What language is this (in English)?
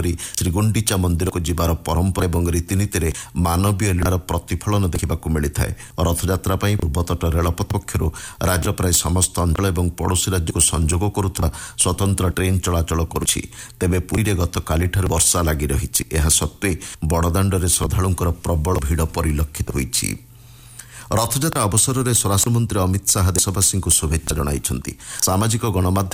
Odia